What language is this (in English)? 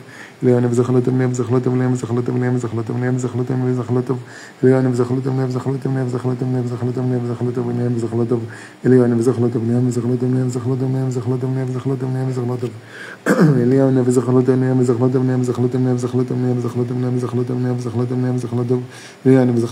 Hebrew